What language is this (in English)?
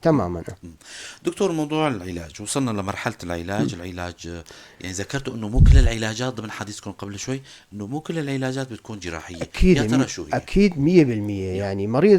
North Levantine Arabic